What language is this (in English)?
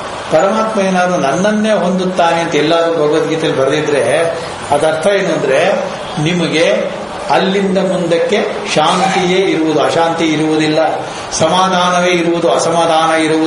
Kannada